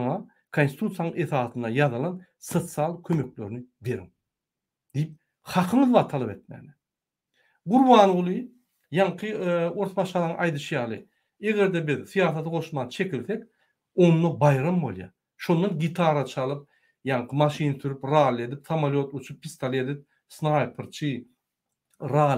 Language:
Turkmen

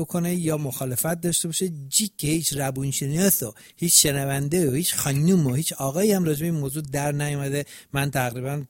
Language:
Persian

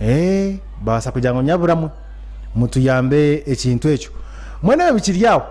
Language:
Nyankole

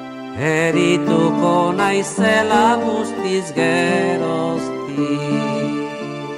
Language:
Basque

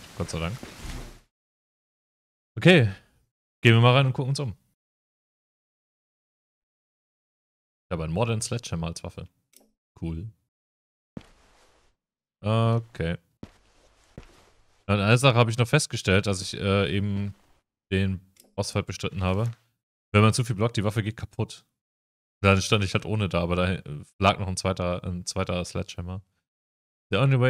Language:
German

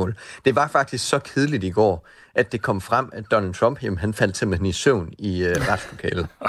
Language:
Danish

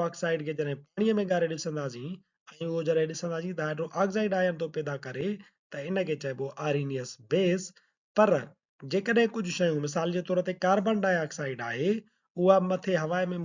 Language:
Sindhi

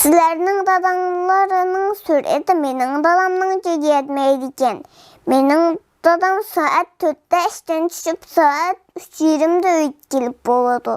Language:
Uyghur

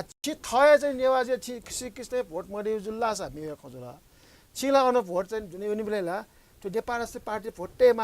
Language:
Newari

